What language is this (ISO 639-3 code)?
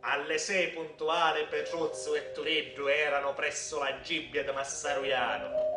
scn